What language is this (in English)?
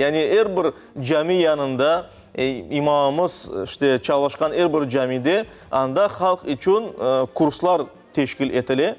Crimean Tatar